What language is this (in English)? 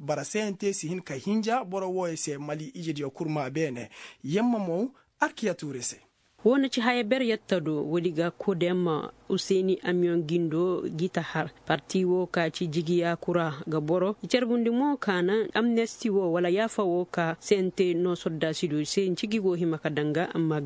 Koyraboro Senni